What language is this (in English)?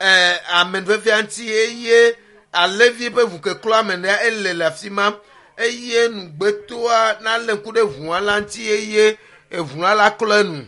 Ewe